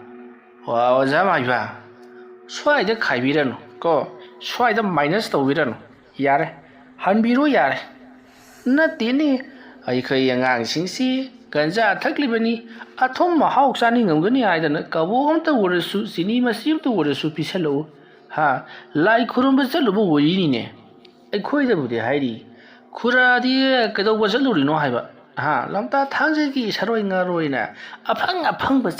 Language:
Manipuri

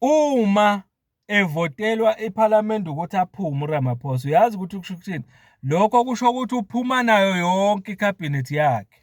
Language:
Zulu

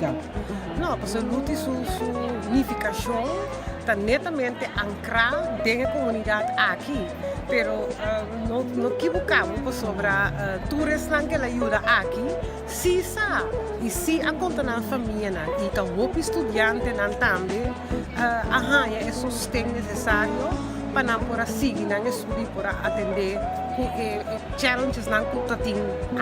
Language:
Papiamento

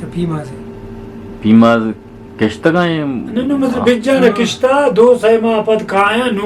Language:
Eastern Balochi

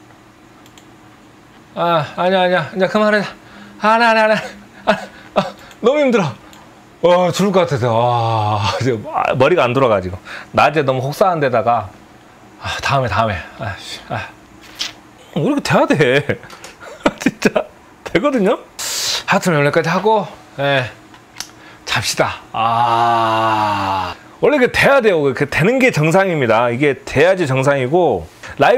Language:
Korean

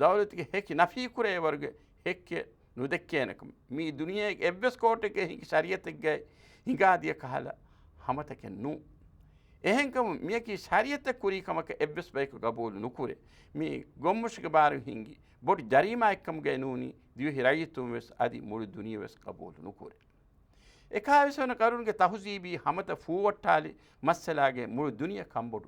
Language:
Divehi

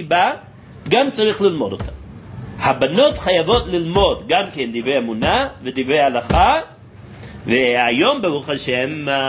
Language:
Hebrew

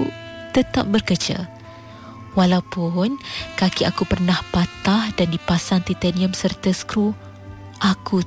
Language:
Malay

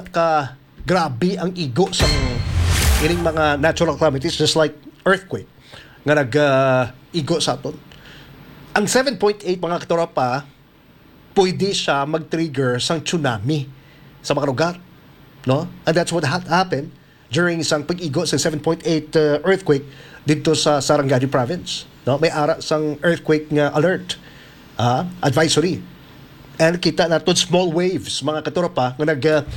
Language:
Hiligaynon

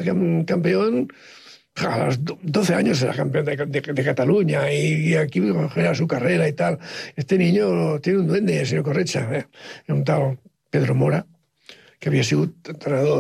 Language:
Catalan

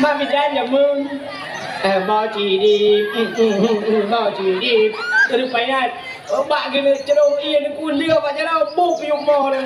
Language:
Achinese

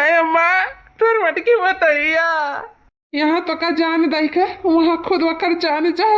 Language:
Awadhi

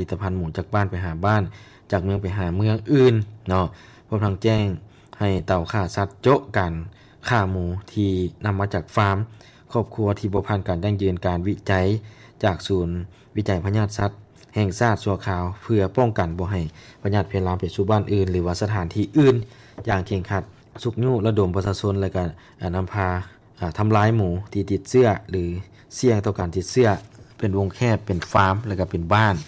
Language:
Lao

